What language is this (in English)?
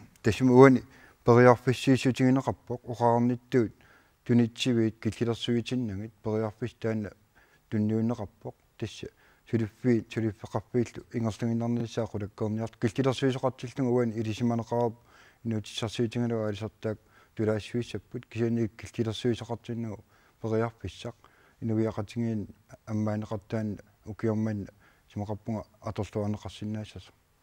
Kalaallisut